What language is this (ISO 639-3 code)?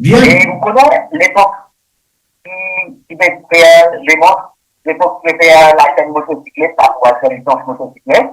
mfe